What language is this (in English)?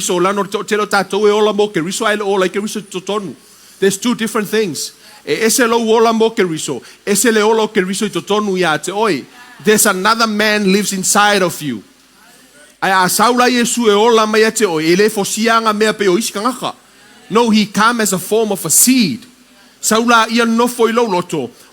Samoan